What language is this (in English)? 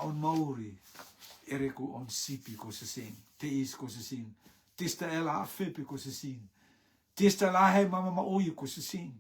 Rotuman